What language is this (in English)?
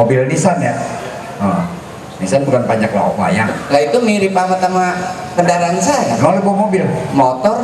Betawi